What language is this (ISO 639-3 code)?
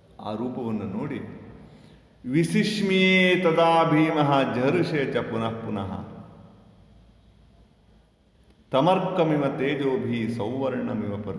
kan